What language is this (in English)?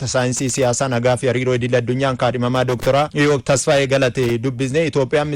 Oromo